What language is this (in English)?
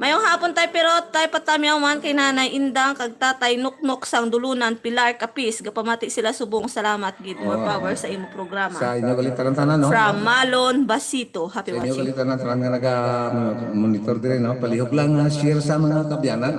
Hiligaynon